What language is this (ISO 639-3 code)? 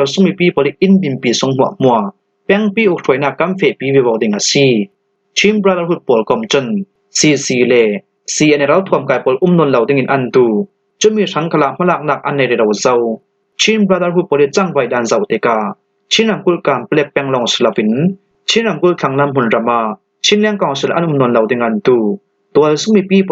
cfm